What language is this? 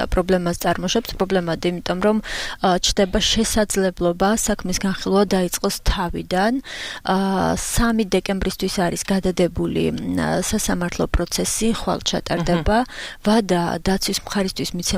Georgian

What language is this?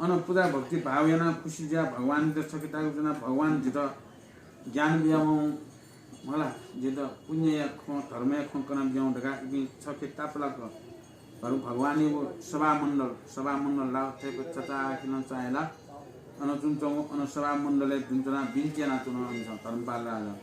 Newari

